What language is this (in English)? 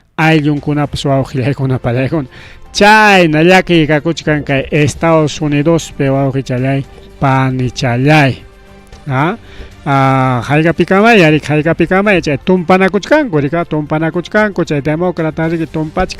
Ayacucho Quechua